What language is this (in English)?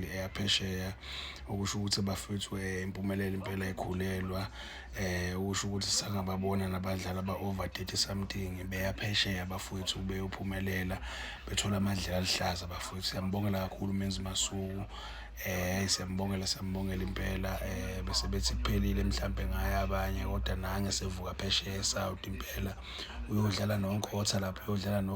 Zulu